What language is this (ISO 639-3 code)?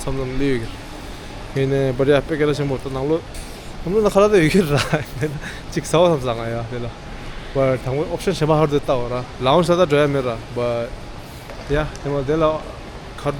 bod